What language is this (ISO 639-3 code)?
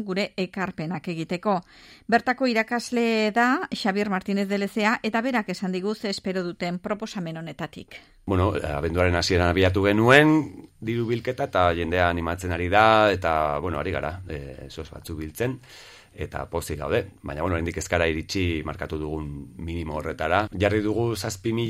eus